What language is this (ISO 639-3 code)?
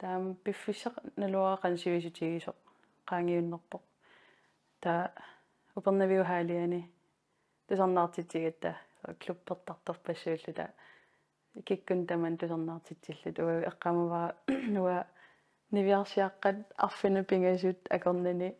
kal